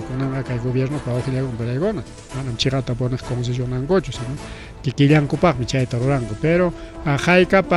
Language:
Ayacucho Quechua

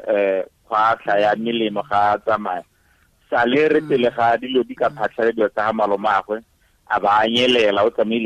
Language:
Tswana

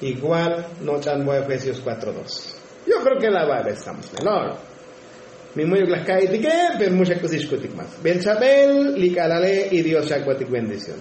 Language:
Tzotzil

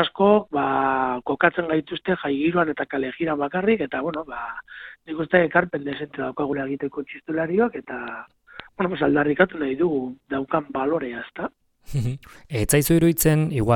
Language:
Basque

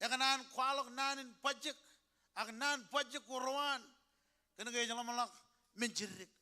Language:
Marshallese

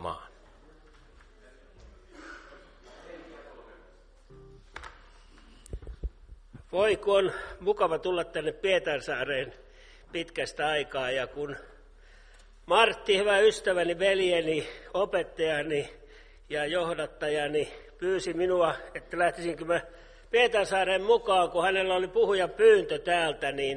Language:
Finnish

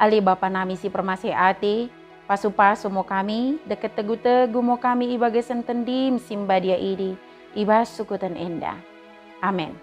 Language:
Batak Dairi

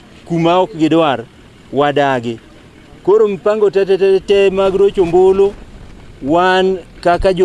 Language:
Luo (Kenya and Tanzania)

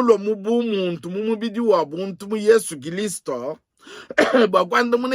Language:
Luba-Lulua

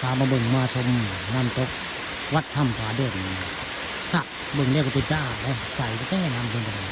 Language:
Northeastern Thai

